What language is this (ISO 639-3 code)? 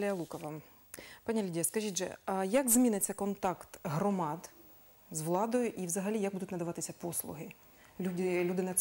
ukr